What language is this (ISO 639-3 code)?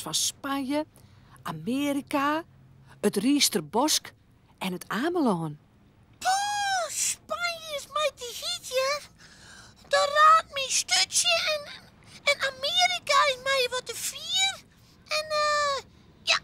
fry